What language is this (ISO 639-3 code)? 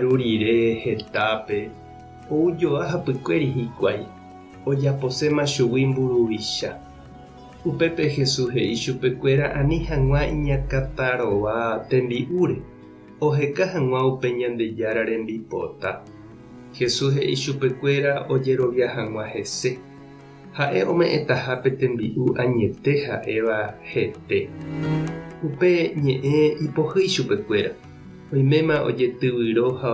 grn